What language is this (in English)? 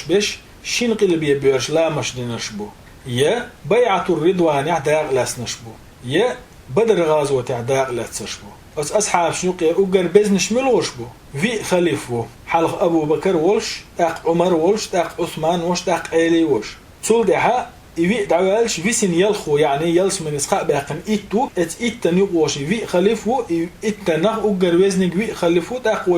Chechen